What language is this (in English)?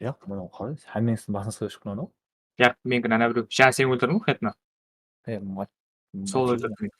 Kara-Kalpak